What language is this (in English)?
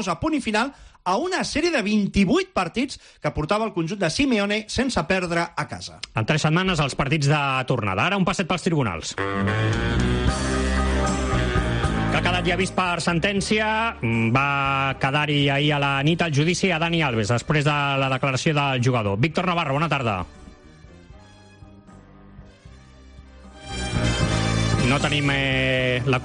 Catalan